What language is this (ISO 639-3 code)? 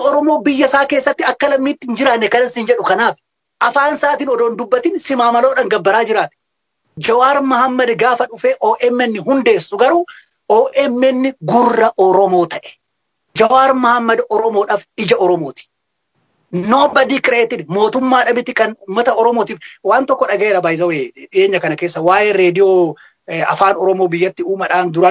orm